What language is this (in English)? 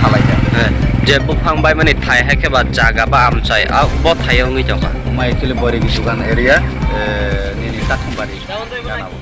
Kok Borok